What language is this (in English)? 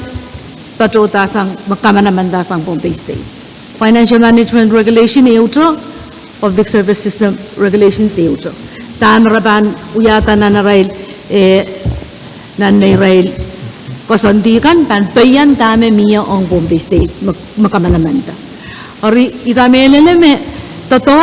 Pohnpeian